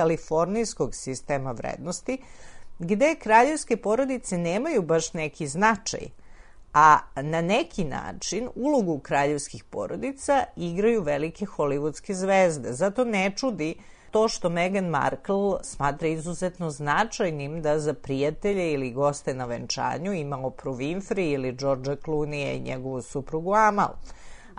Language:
Serbian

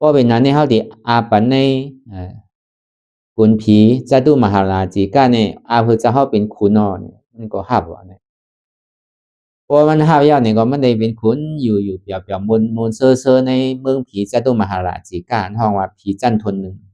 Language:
Shan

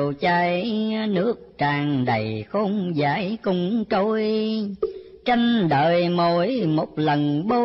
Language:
Vietnamese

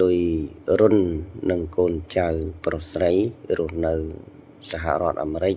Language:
Khmer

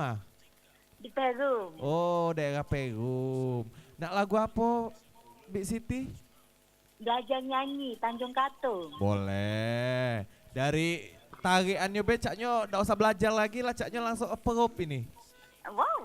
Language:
Musi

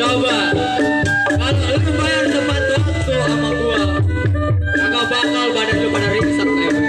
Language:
Betawi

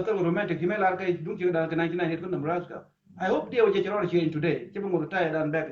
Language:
Nuer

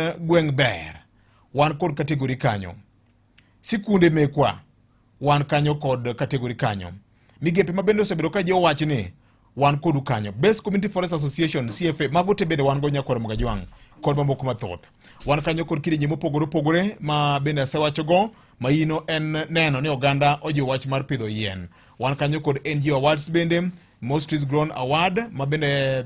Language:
Luo (Kenya and Tanzania)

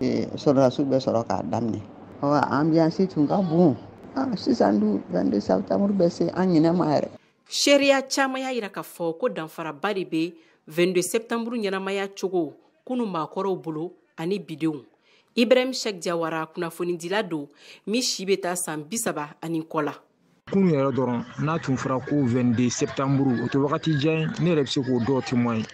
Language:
Bambara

